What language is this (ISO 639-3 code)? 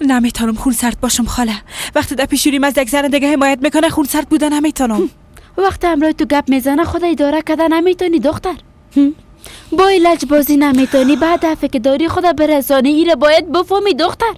fas